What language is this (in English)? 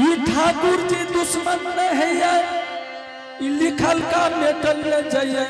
Angika